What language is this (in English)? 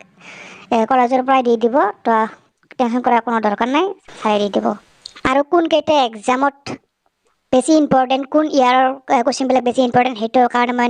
Assamese